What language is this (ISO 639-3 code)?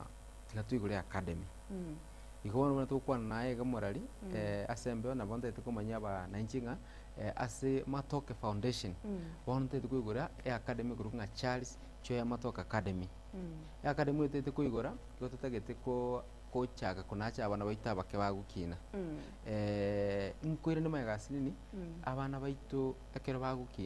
guz